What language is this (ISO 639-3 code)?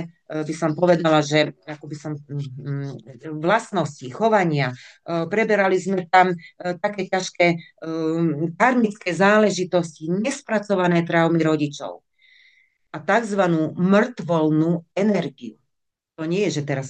slk